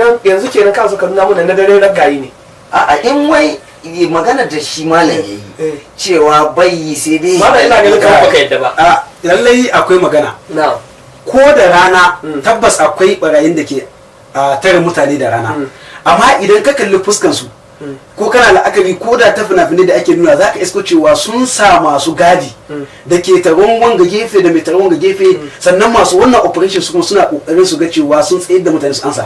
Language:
Hausa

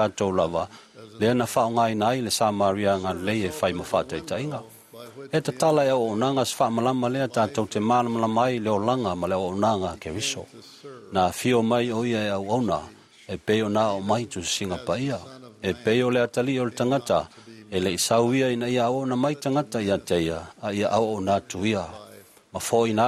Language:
Samoan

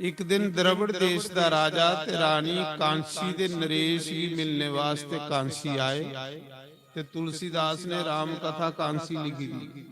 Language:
Dogri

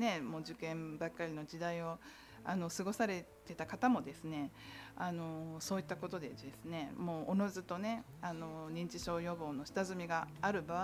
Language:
Japanese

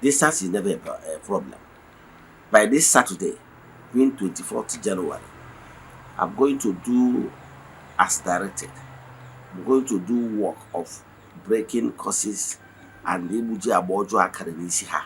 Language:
Igbo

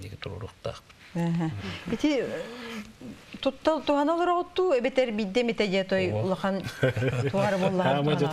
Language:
Yakut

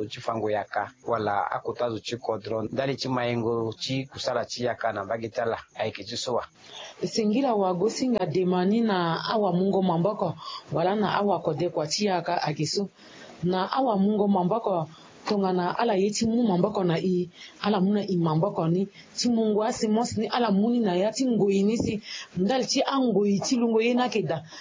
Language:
Sango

